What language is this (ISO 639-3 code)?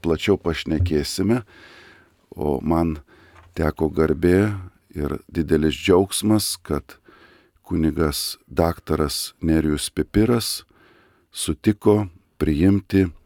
lit